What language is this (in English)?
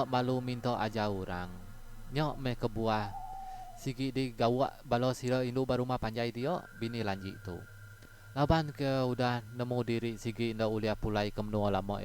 Iban